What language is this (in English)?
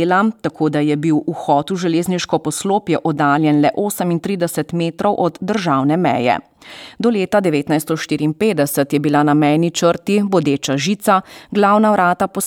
Slovenian